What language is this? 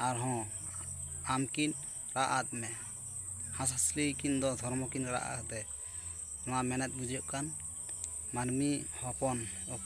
Santali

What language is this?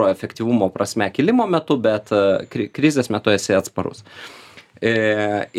Lithuanian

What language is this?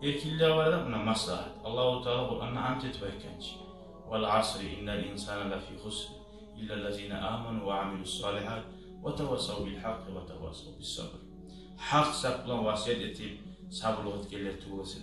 Kumyk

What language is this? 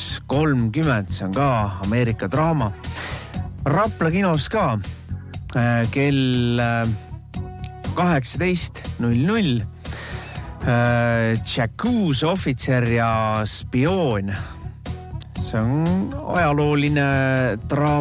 Estonian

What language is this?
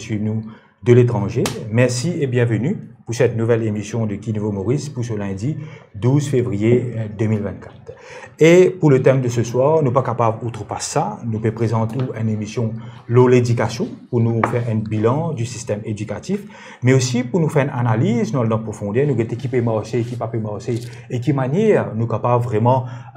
Morisyen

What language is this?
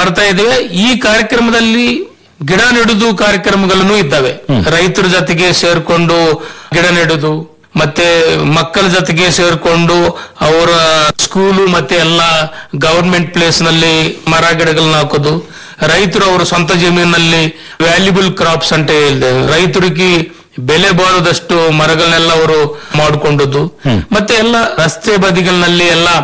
Kannada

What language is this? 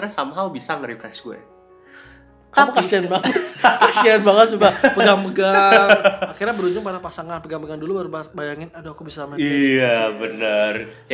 Indonesian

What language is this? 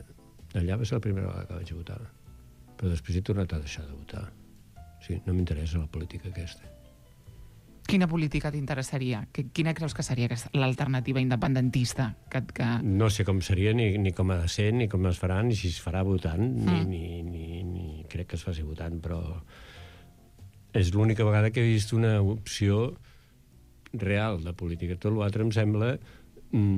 Catalan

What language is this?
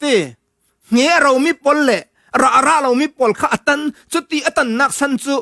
Falam Chin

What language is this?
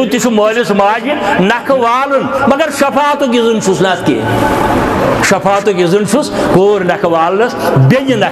Kashmiri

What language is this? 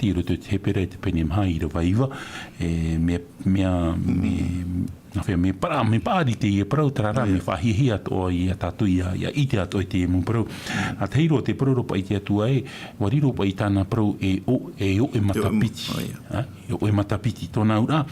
Tahitian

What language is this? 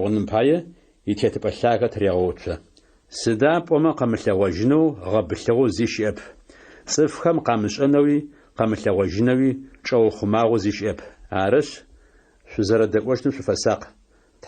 Adyghe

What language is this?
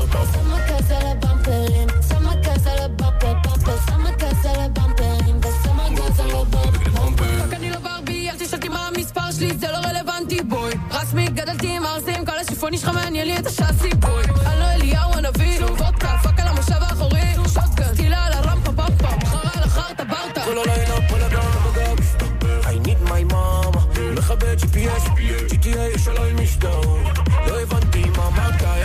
Hebrew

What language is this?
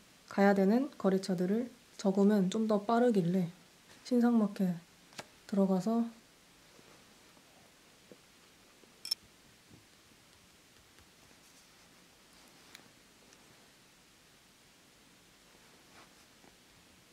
Korean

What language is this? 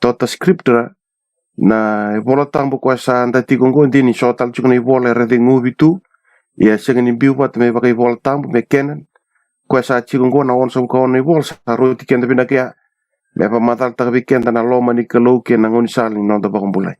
Fijian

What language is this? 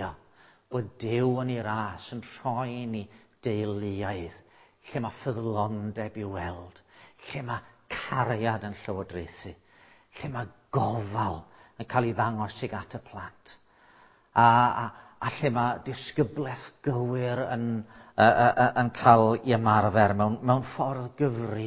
Welsh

